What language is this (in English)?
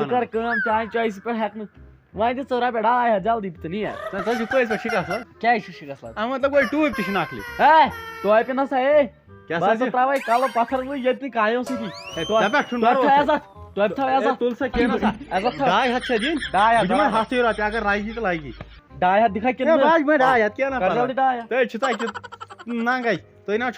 Kashmiri